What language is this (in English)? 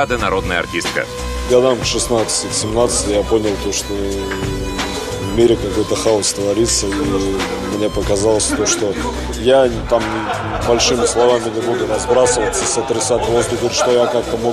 Russian